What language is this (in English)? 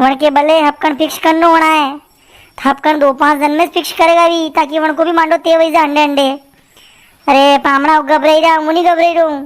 Rajasthani